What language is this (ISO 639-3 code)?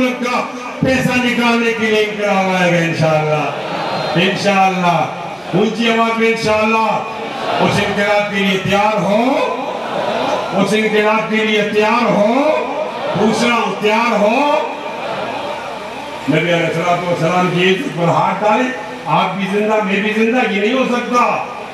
urd